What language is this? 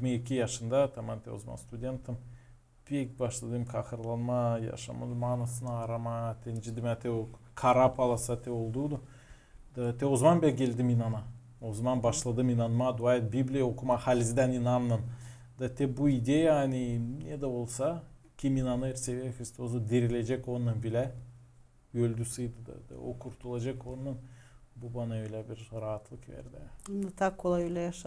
Gagauz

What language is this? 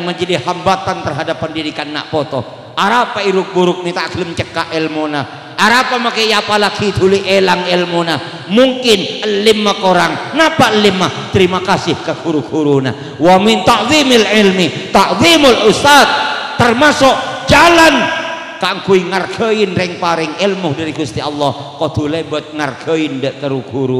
Madurese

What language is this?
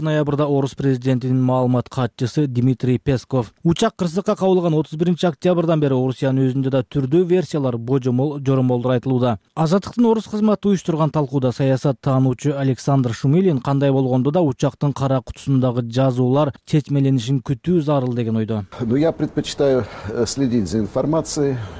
Kyrgyz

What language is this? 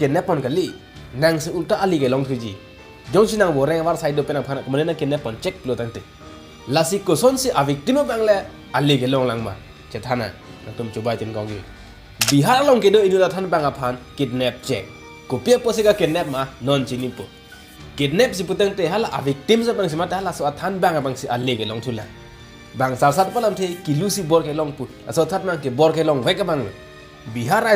Karbi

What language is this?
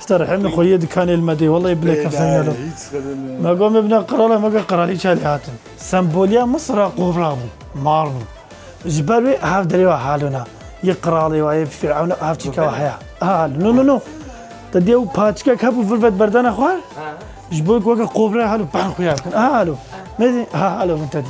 Kurdish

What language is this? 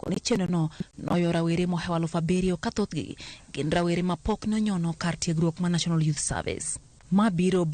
Luo (Kenya and Tanzania)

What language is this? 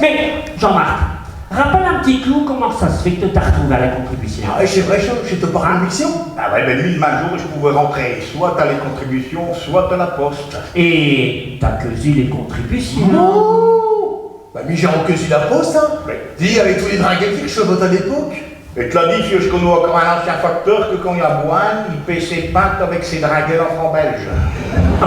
Picard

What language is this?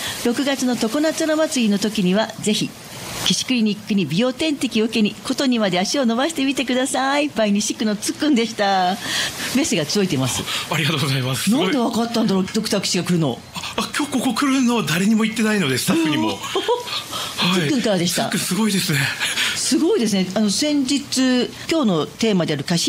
Japanese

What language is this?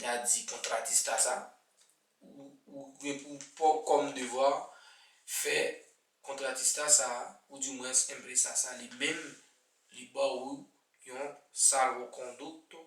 Haitian Creole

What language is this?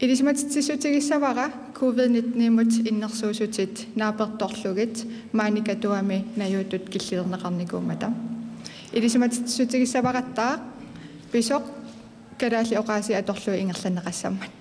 Kalaallisut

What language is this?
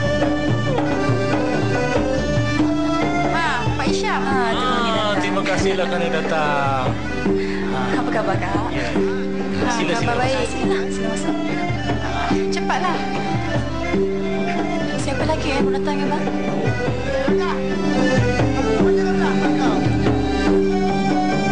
Malay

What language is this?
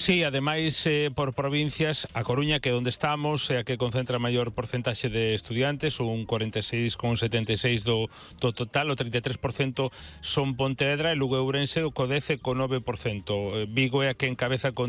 Galician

